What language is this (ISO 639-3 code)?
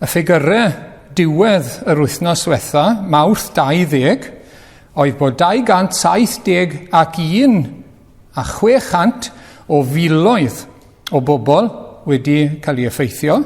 cym